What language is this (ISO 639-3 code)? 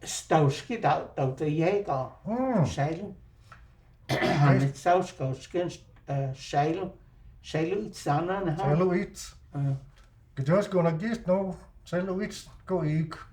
chr